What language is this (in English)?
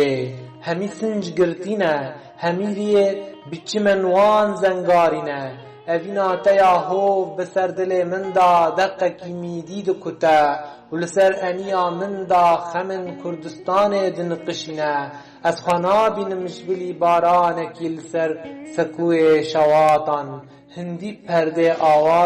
Kurdish